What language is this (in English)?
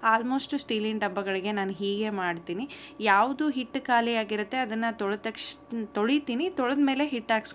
Kannada